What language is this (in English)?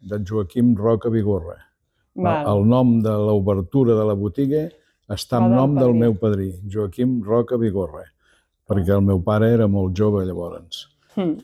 Catalan